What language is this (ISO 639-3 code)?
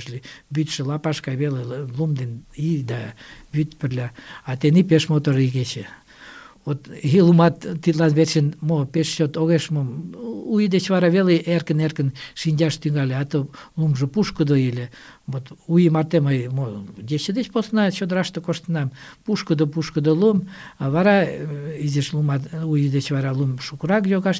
chm